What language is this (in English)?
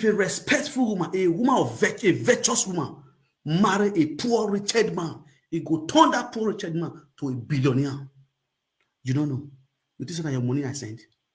Nigerian Pidgin